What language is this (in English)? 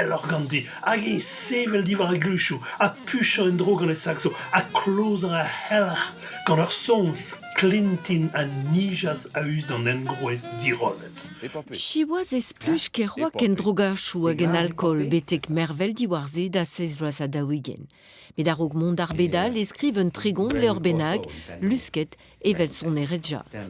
Breton